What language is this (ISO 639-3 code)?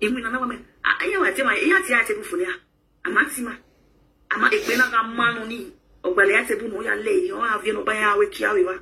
pcm